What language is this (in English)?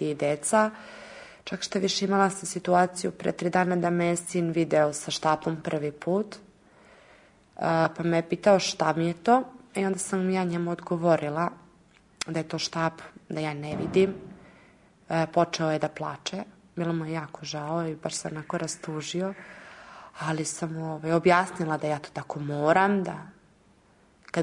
Serbian